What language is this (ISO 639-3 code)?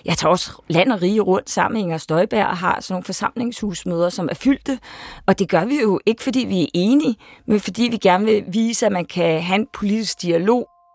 dan